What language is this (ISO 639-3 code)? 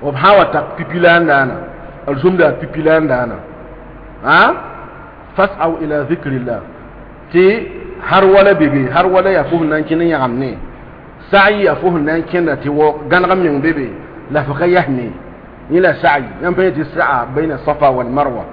mos